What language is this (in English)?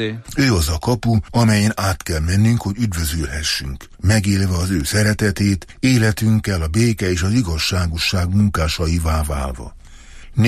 Hungarian